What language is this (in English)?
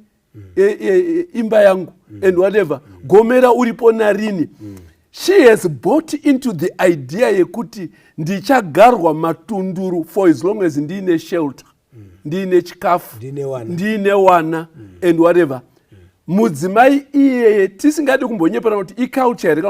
Shona